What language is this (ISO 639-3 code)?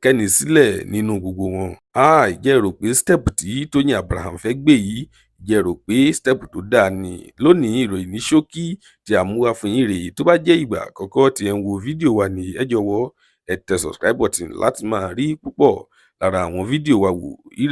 yor